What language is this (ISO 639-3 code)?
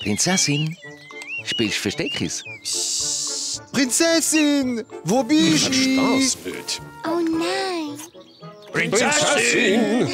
gsw